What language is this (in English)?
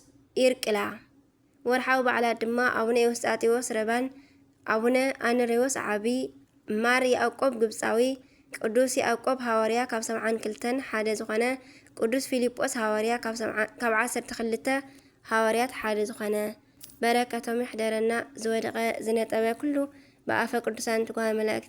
Tigrinya